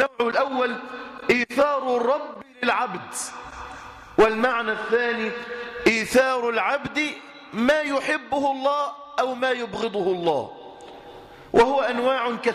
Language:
Arabic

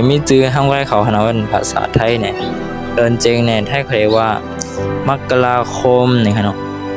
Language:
Shan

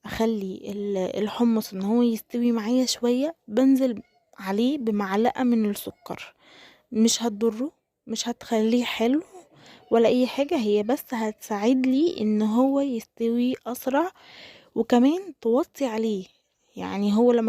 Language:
Egyptian Arabic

